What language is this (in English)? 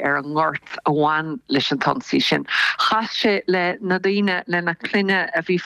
Irish